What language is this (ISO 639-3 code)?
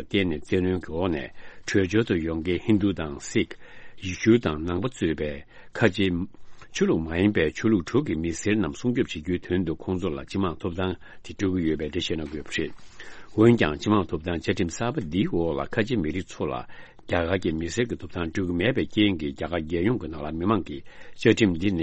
bod